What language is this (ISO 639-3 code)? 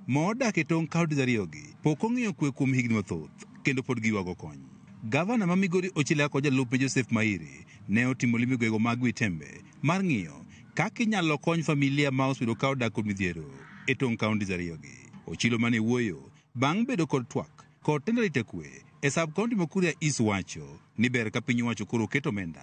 luo